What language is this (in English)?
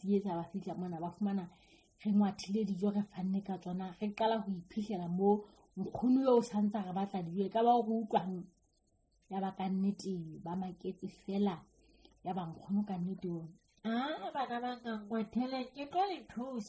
Southern Sotho